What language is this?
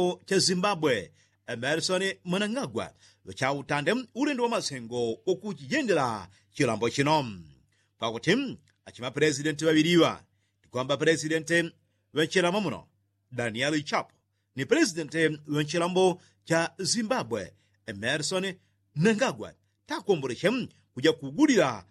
Yao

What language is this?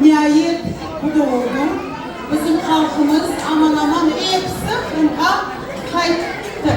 Crimean Tatar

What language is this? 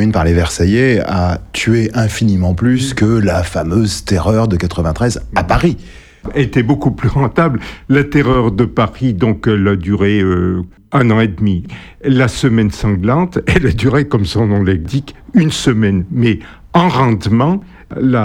French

